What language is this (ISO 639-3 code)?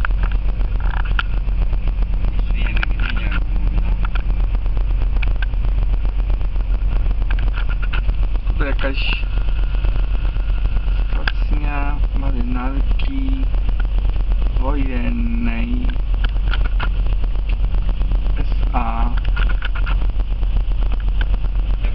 pol